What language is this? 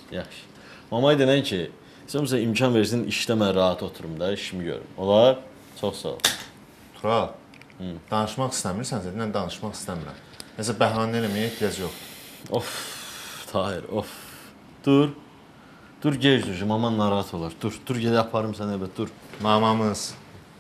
Azerbaijani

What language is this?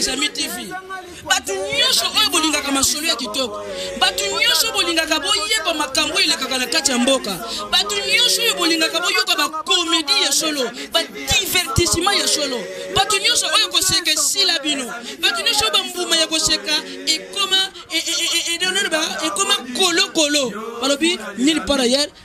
Lingala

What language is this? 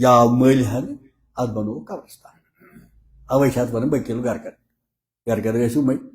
Kashmiri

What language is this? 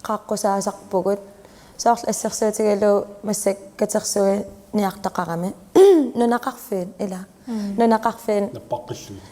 Kalaallisut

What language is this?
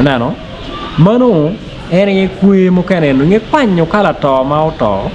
Acoli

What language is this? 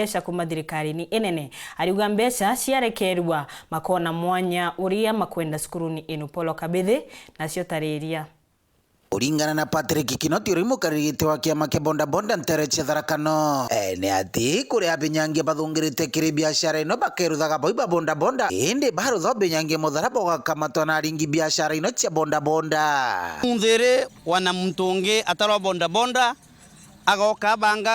Meru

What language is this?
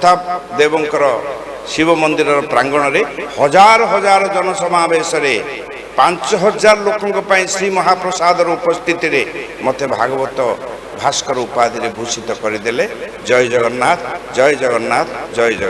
Odia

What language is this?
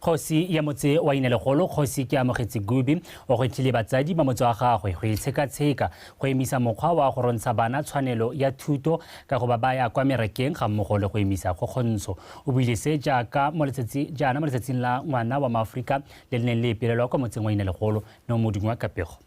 Tswana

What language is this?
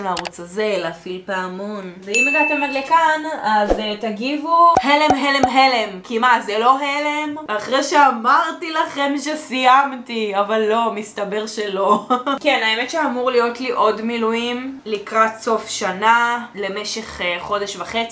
Hebrew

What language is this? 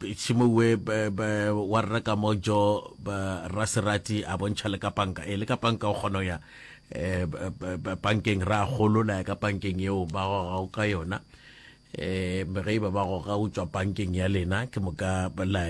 Northern Sotho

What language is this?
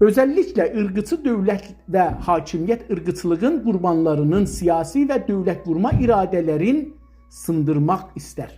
South Azerbaijani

